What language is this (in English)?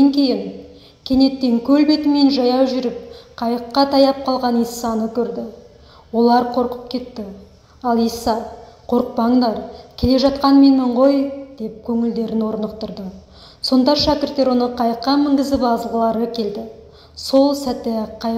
Kazakh